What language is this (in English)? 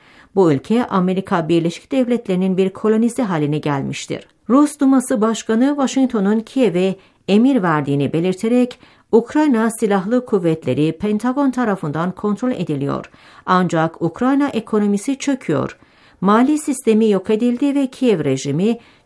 Turkish